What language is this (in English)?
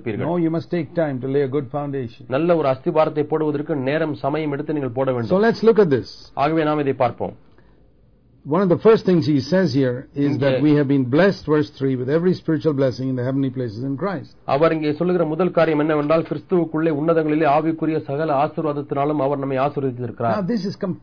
Tamil